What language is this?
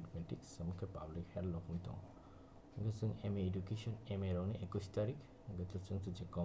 Kok Borok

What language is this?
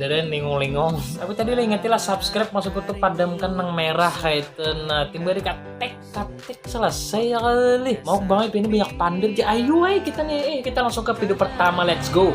Banjar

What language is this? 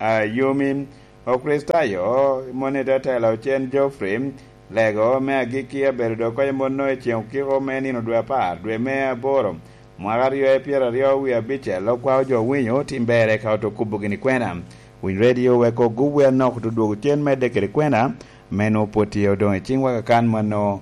Lango (Uganda)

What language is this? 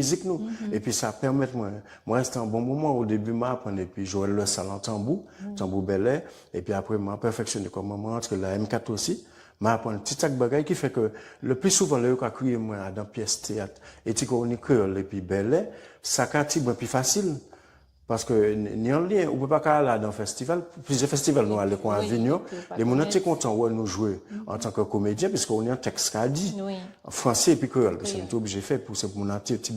Guadeloupean Creole French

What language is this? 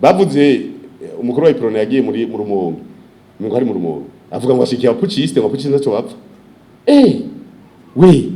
Rundi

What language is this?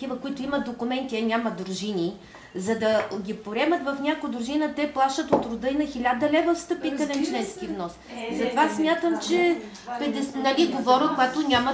Bulgarian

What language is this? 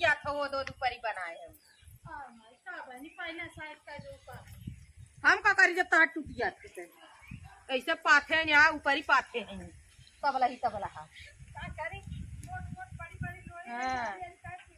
Awadhi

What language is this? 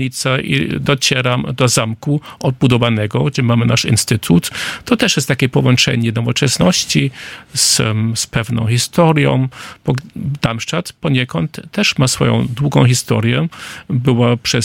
Polish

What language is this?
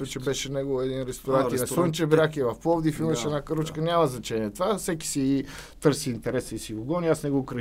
Bulgarian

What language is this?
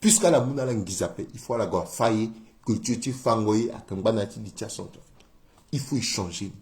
Sango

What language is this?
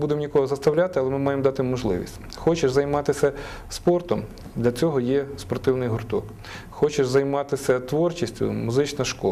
Ukrainian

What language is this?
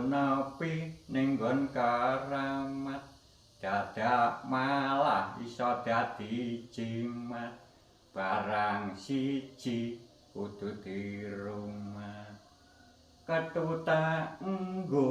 Javanese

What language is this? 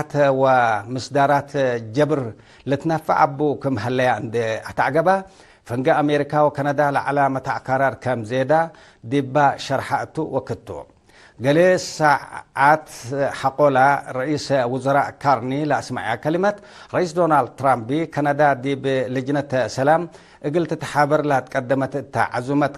Tigre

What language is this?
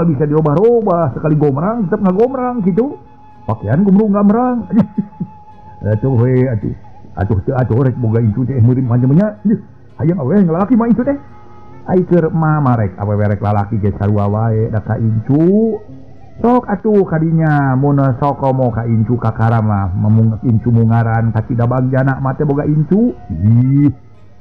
Sundanese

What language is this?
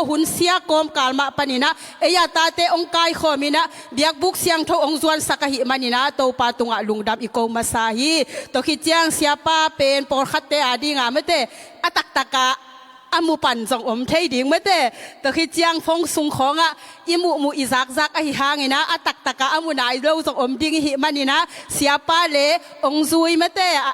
Tedim Chin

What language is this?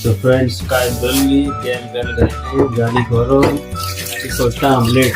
Konkani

